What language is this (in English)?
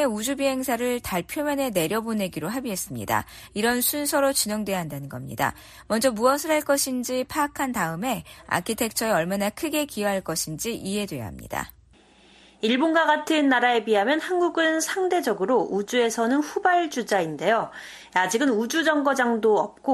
Korean